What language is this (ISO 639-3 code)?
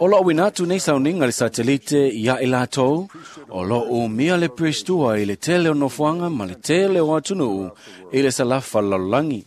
smo